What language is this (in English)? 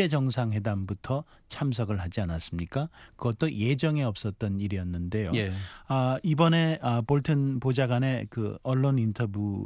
Korean